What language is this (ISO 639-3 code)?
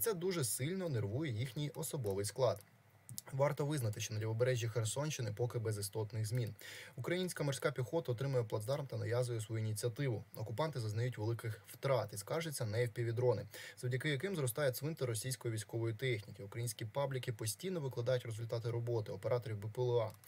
ukr